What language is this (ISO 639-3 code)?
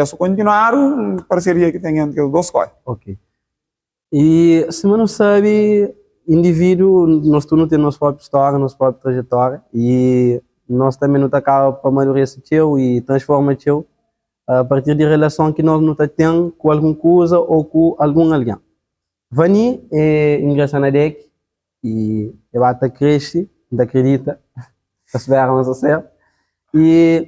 kea